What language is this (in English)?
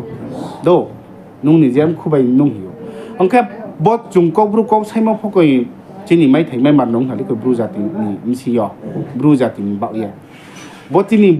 Riang (India)